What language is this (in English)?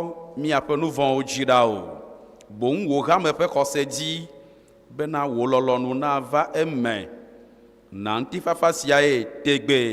Ewe